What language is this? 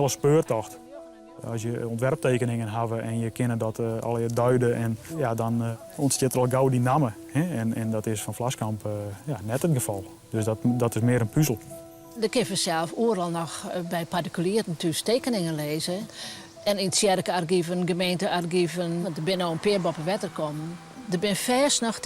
Western Frisian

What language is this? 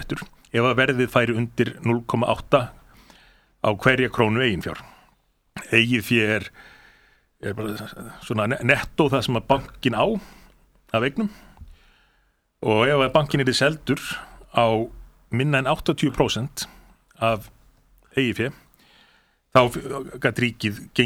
Icelandic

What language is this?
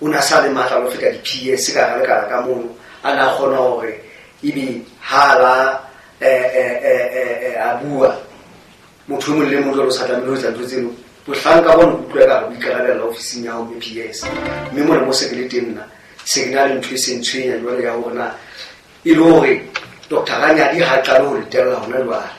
Southern Sotho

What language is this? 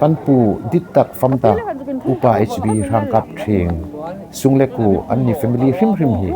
Hmar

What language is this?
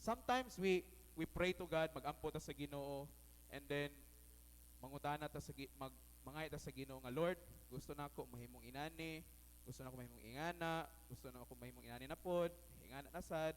Cebuano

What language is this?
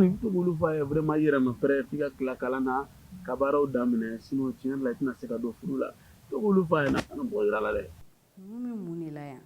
Bambara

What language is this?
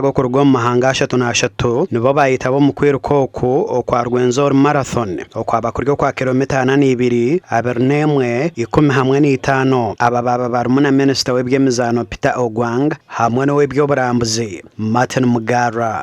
Nyankole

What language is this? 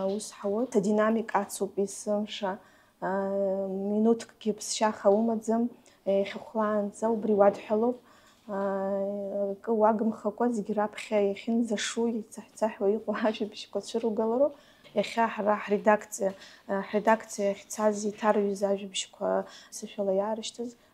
Abkhazian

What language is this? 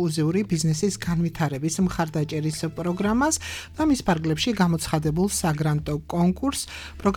Georgian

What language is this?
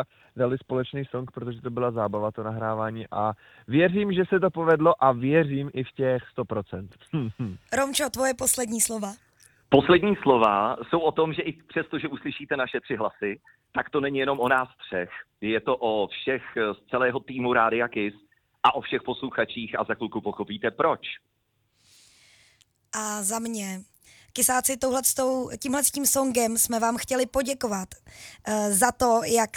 Czech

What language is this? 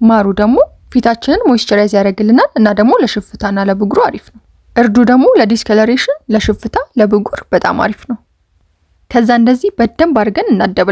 Amharic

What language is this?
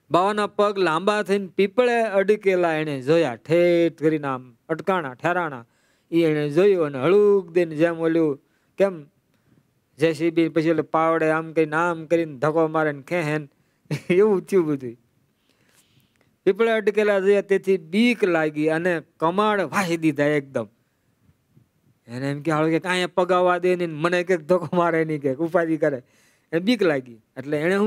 Gujarati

